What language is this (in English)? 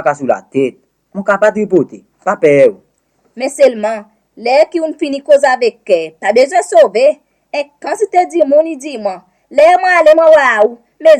Seselwa Creole French